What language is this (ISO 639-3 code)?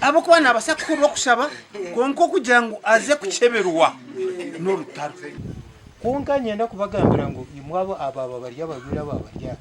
nyn